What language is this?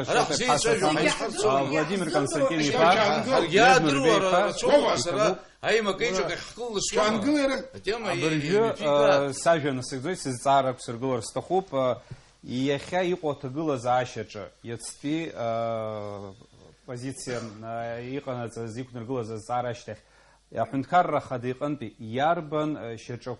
Abkhazian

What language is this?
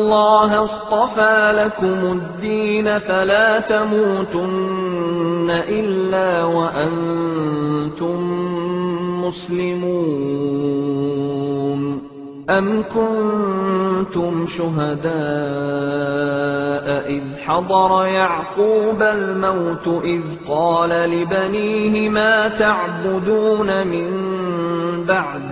Arabic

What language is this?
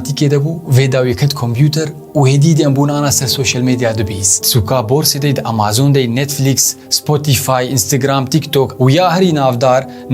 Kurdish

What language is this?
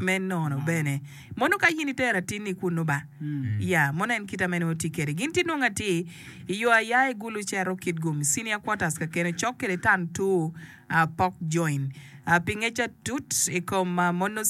Acoli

